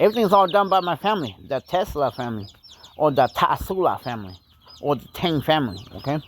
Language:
Hmong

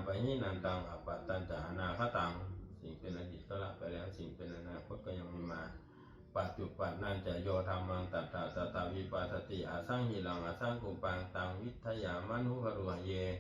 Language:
Pali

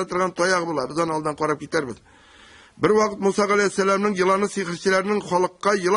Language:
Tatar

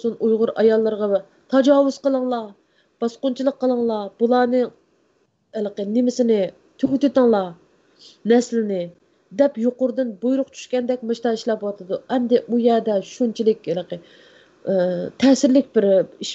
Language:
Uyghur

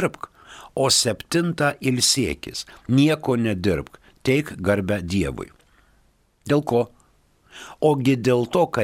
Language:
Lithuanian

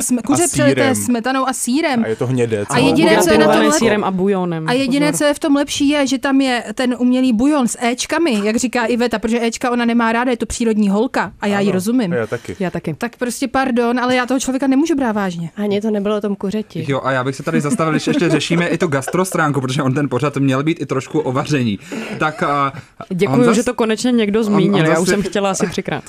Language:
Czech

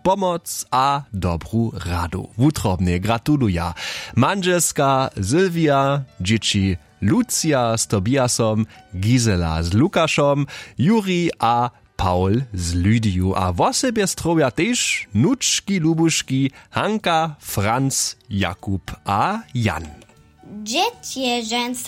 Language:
Upper Sorbian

